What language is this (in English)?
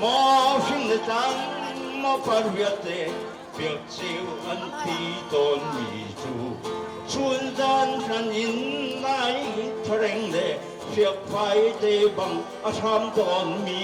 Hakha Chin